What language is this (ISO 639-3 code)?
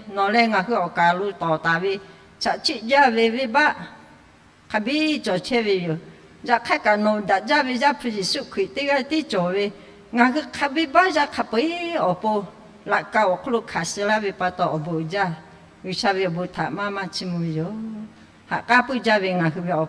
lhu